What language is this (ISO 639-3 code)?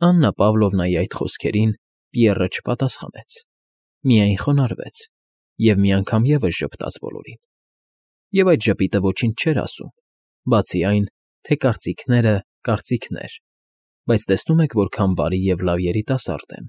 hye